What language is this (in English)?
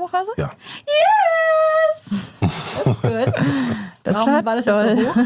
German